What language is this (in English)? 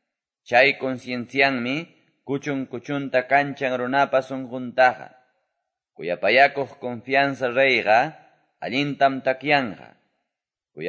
Quechua